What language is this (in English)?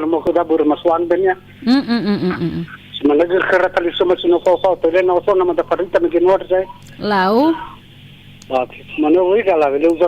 Nias